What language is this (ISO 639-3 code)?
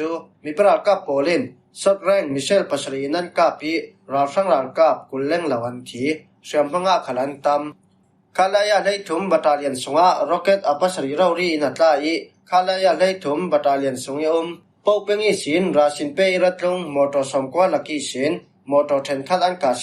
cfm